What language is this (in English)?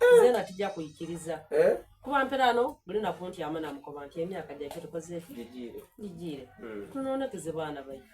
Soga